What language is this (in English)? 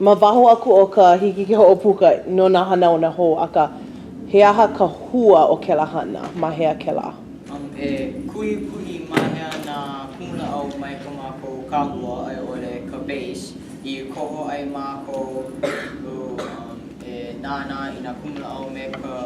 Hawaiian